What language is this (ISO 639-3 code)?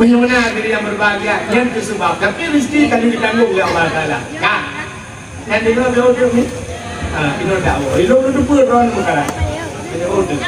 ace